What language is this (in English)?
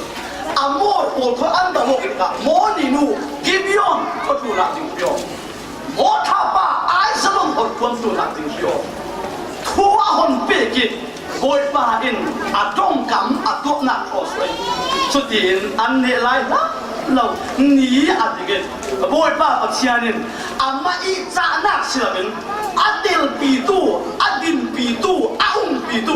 Falam Chin